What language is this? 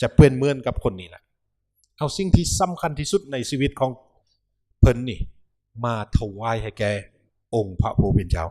Lao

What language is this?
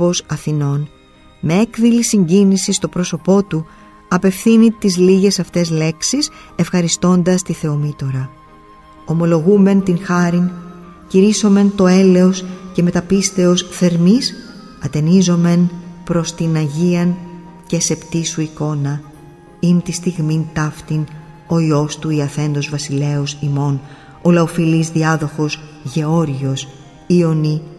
Greek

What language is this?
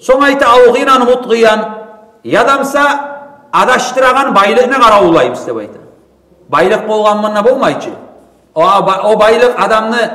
Kumyk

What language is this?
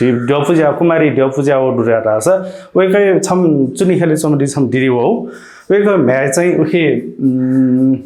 Newari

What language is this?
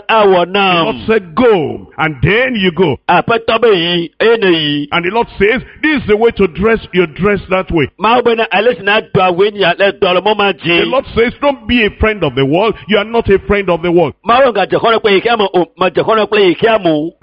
Ewe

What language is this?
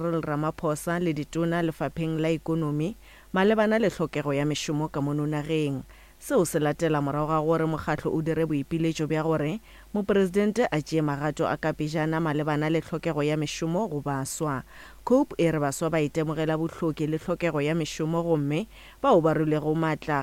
Northern Sotho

